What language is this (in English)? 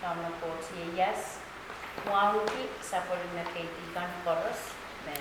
Pohnpeian